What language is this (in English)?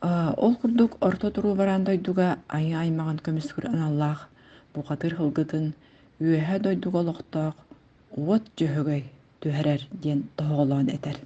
Yakut